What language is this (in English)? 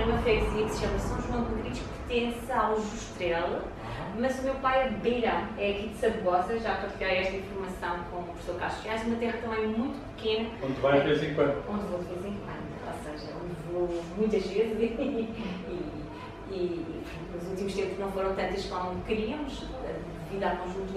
Portuguese